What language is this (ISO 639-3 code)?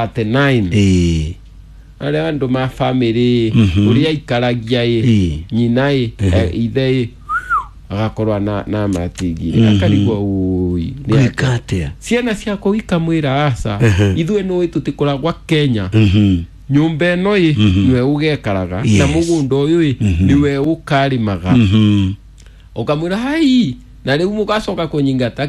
kik